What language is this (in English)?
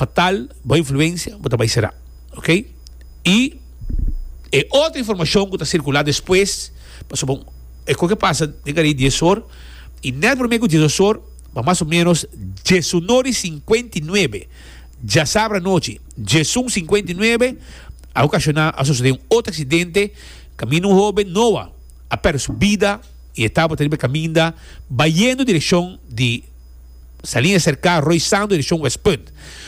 Papiamento